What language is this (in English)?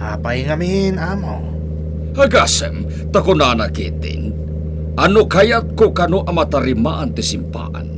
Iloko